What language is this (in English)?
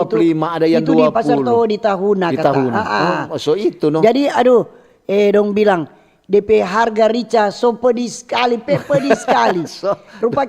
Manado Malay